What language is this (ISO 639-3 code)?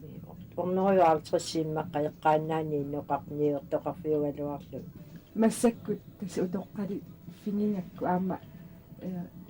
kal